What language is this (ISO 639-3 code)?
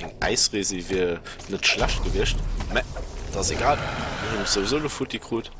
ltz